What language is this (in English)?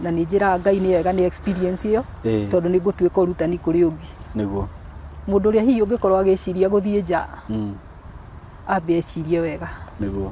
Kikuyu